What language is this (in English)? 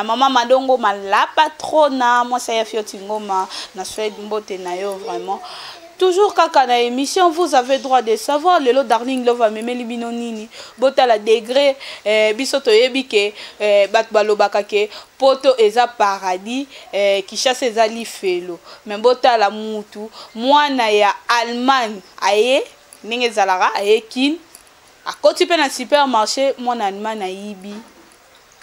Lingala